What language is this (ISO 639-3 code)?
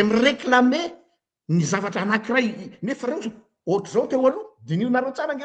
mlg